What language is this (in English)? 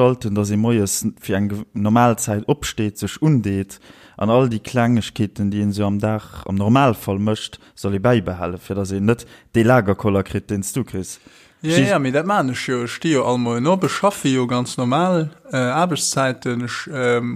Luxembourgish